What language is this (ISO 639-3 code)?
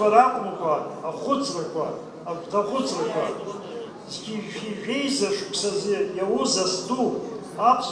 abk